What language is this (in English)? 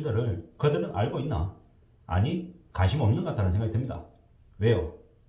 Korean